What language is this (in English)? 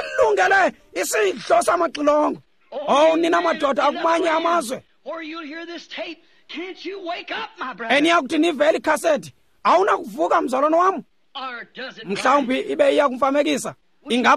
Xhosa